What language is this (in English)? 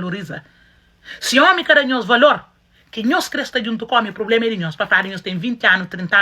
Kabuverdianu